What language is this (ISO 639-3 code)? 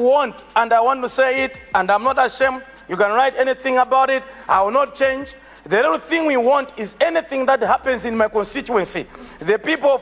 nya